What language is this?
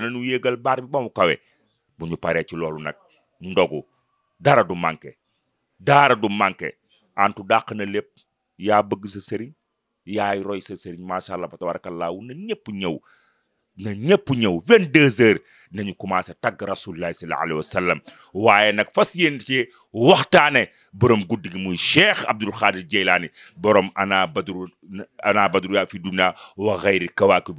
Wolof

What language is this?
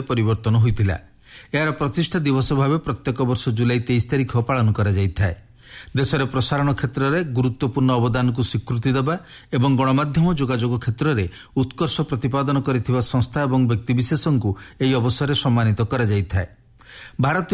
Odia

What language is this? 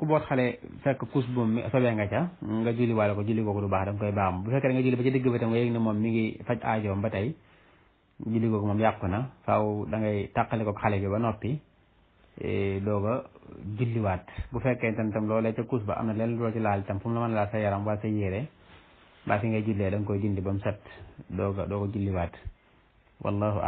Wolof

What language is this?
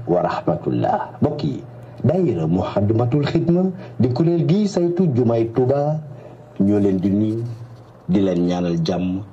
Wolof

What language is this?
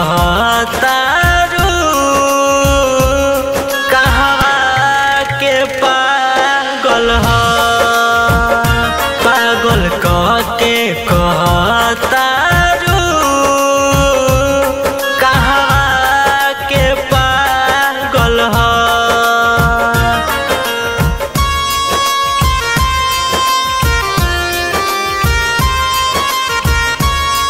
Bhojpuri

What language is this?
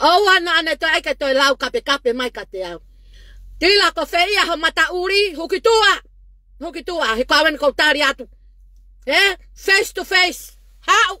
Tongan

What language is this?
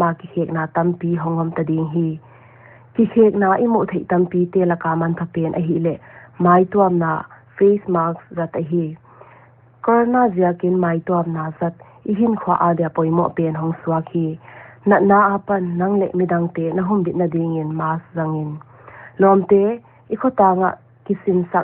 Paite Chin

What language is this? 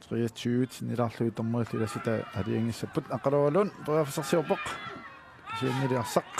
Kalaallisut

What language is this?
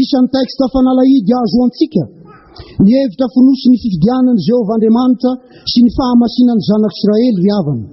Malagasy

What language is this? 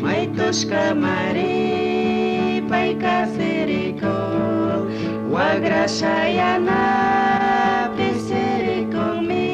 Chimborazo Highland Quichua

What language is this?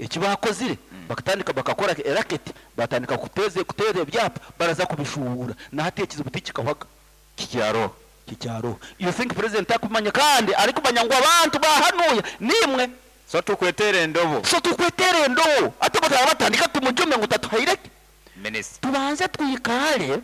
Nyankole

